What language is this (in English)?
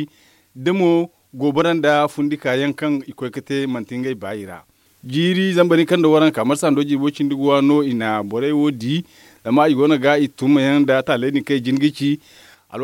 Zarma